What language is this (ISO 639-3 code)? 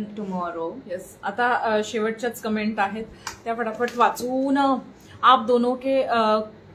mar